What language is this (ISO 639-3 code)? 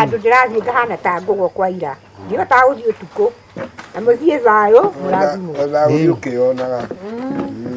kik